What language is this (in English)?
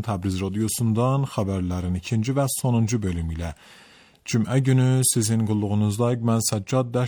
Azerbaijani